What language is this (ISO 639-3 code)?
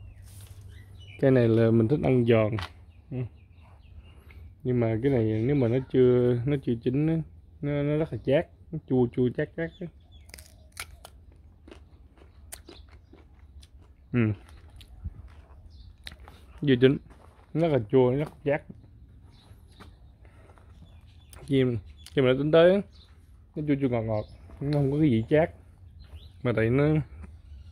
vie